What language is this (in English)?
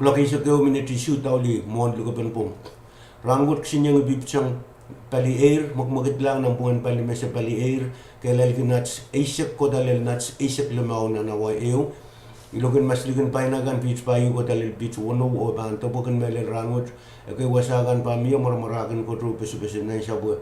Pohnpeian